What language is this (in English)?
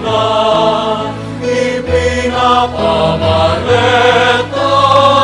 Bikol